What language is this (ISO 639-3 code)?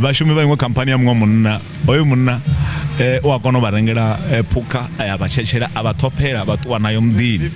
ven